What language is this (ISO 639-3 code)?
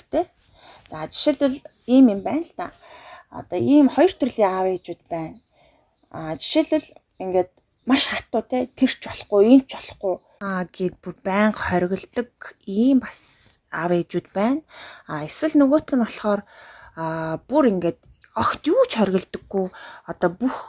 mon